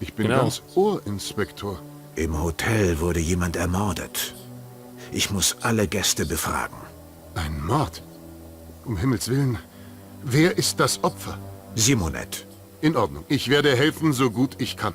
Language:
Bavarian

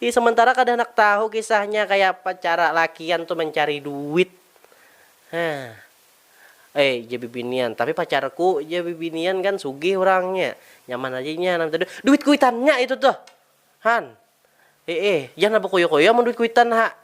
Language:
Banjar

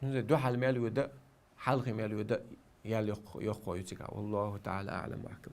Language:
Chechen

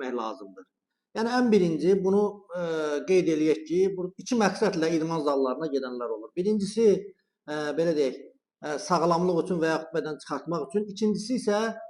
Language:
Azerbaijani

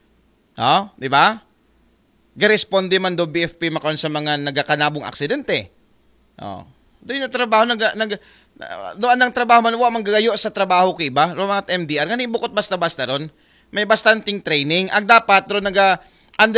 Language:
Aklanon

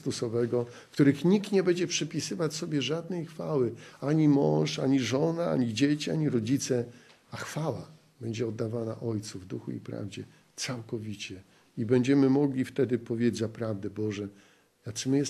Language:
Polish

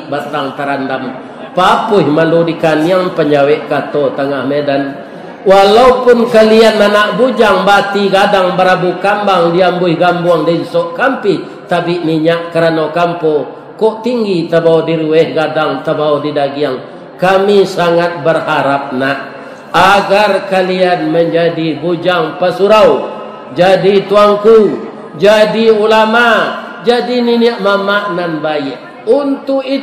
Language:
Minangkabau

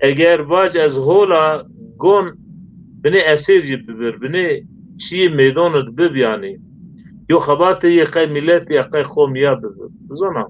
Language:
Zaza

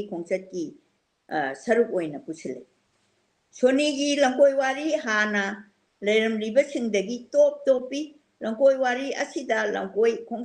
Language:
Manipuri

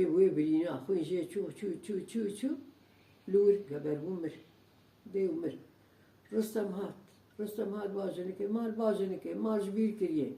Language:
Kurdish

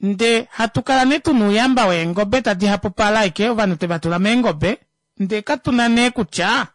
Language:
Kuanyama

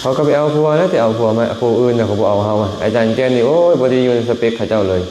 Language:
Lao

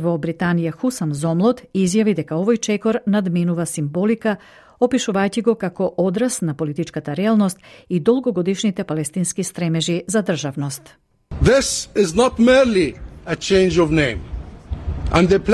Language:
Macedonian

